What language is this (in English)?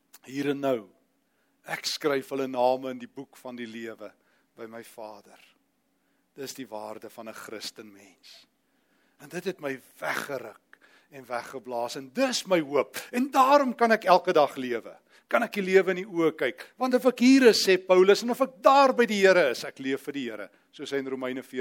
Afrikaans